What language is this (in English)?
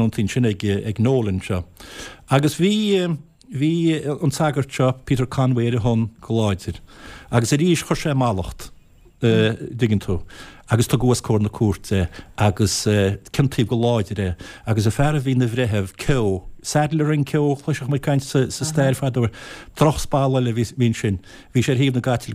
Irish